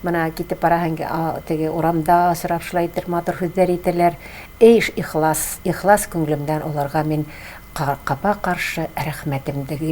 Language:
Tatar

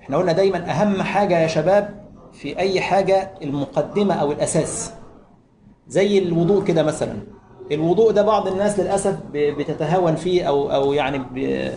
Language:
Egyptian Arabic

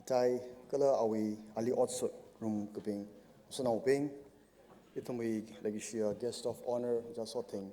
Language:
Tangkhul Naga (India)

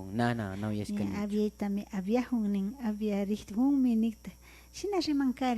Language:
Imbabura Highland Quichua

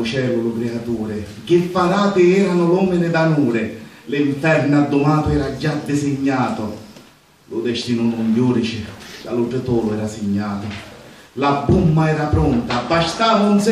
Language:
Sicilian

